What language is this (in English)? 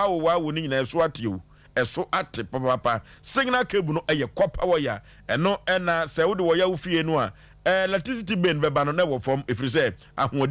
Akan